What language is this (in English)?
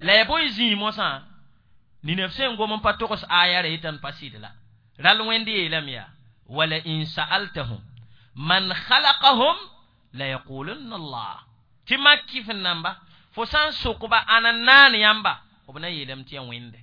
Mossi